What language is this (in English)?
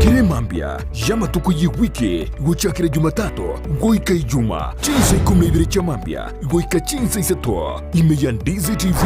Gusii